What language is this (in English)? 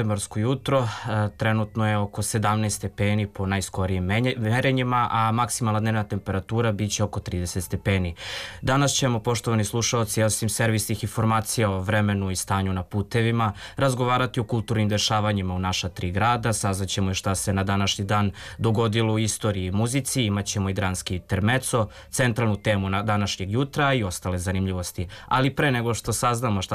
Serbian